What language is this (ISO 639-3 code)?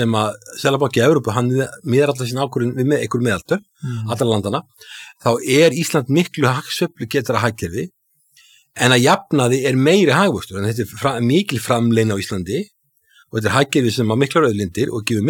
isl